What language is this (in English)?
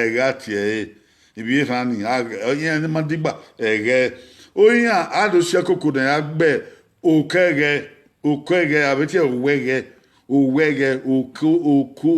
Bini